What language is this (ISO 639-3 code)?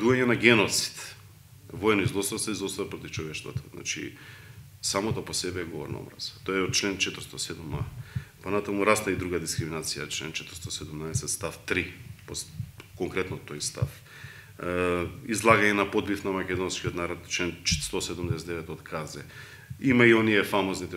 mkd